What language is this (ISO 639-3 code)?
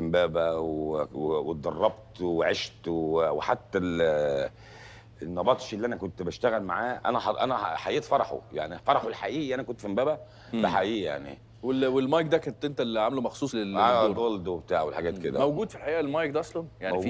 arz